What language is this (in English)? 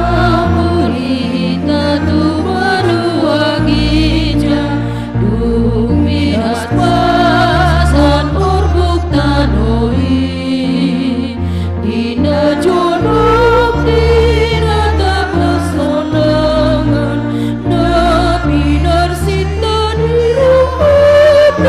Batak Toba